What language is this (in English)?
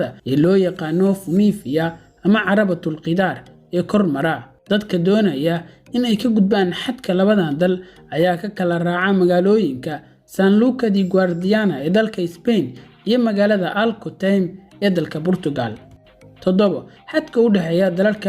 Somali